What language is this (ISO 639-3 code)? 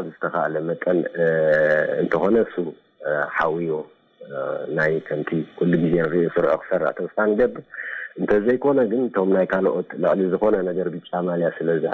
tir